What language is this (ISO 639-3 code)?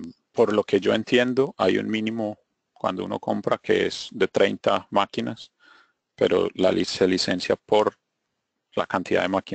spa